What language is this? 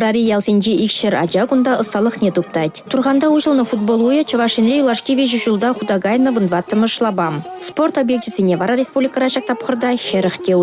Chuvash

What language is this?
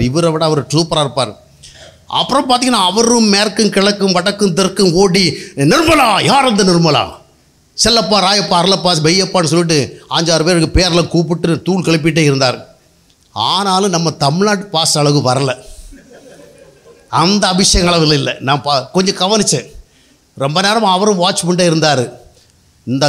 Tamil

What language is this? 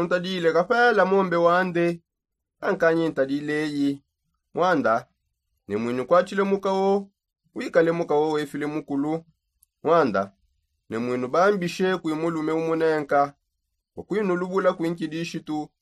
Songe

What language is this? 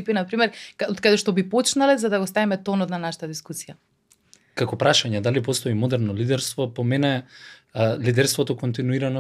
Macedonian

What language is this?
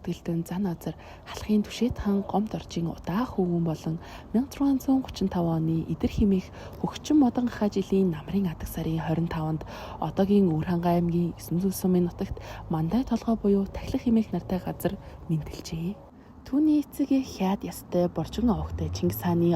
Mongolian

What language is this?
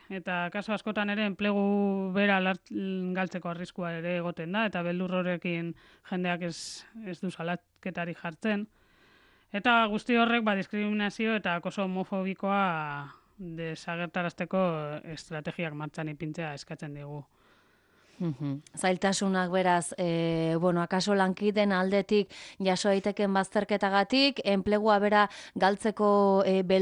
Basque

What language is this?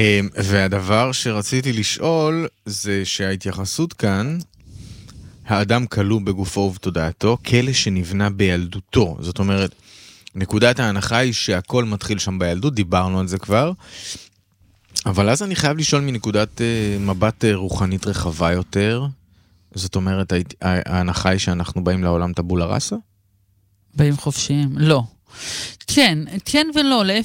Hebrew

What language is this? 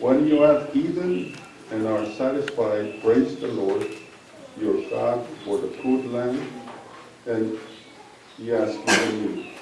Pohnpeian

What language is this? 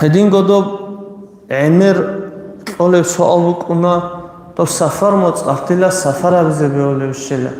Avaric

